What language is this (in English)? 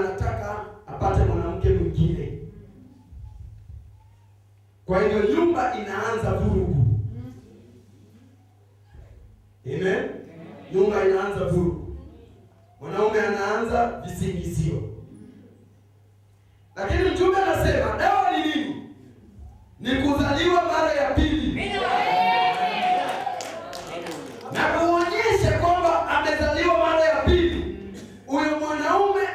Swahili